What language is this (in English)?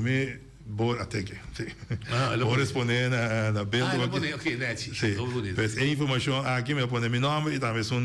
Papiamento